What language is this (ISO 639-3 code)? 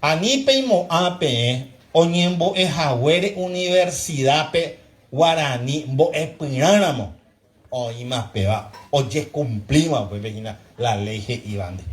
grn